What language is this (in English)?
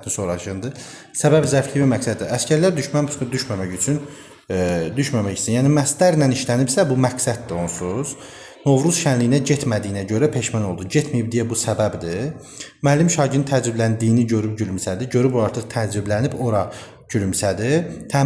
Azerbaijani